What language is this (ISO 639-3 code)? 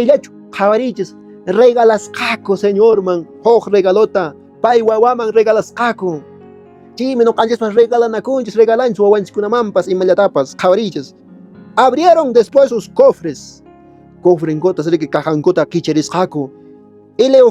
que